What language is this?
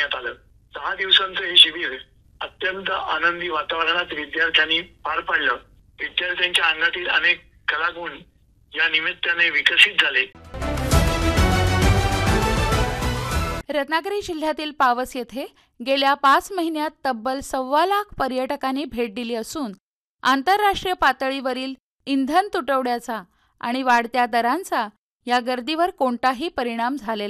Marathi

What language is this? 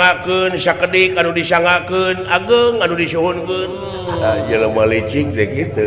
Sundanese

